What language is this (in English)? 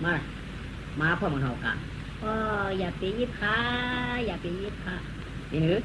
Shan